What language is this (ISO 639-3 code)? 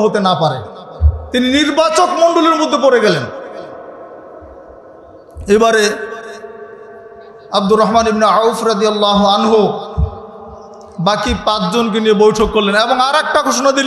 ben